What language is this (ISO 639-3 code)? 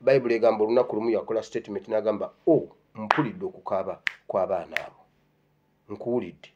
lug